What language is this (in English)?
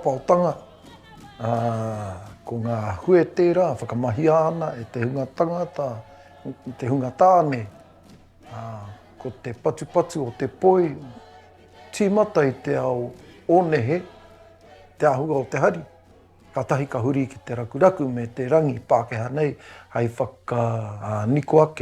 Māori